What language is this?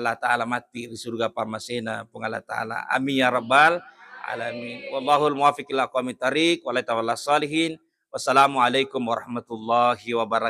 Buginese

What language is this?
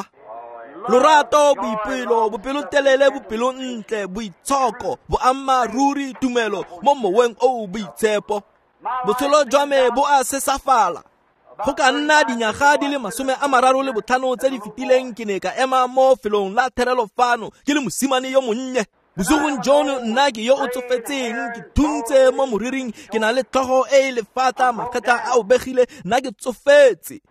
Tswana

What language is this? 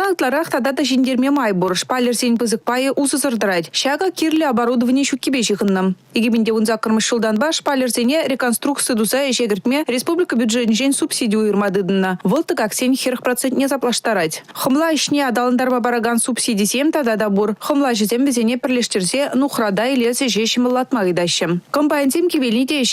Chuvash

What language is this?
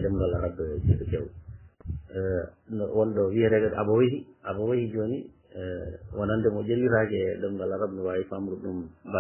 Fula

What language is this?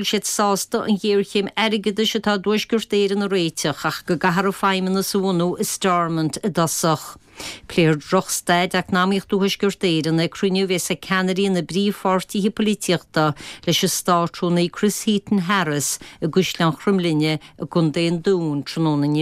Irish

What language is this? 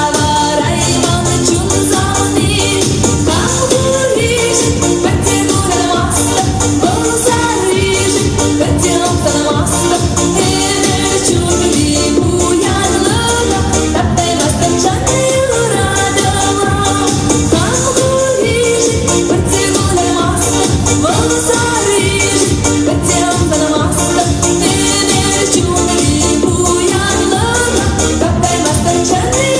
Chuvash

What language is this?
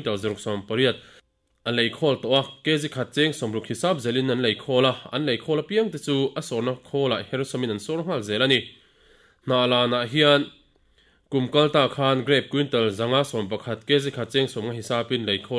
Mizo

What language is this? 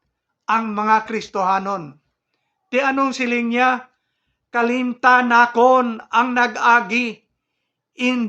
Hiligaynon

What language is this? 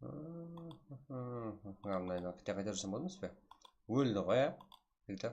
Kara-Kalpak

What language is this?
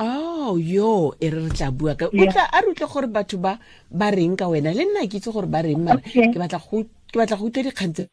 Tswana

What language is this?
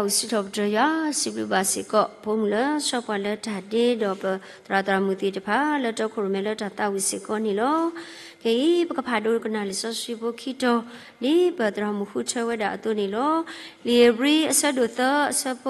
S'gaw Karen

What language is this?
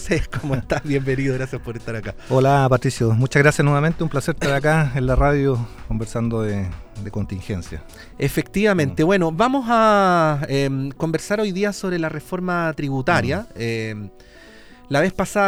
Spanish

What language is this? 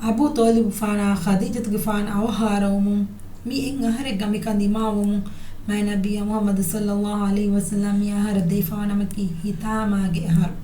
Divehi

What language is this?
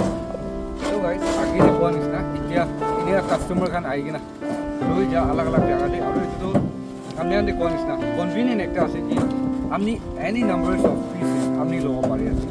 Naga Pidgin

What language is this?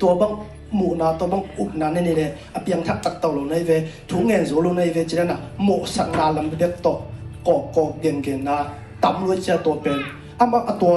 Tedim Chin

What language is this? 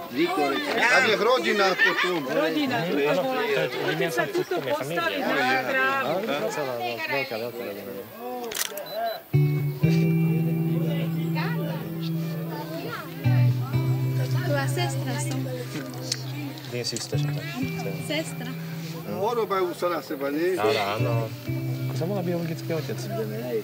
Slovak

